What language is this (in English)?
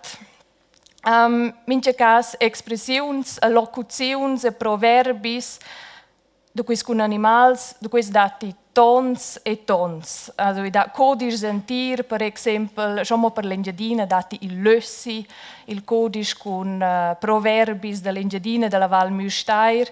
Romansh